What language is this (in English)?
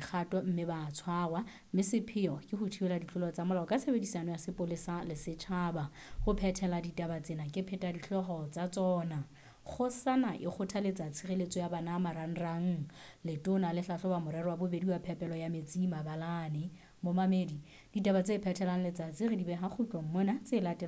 Southern Sotho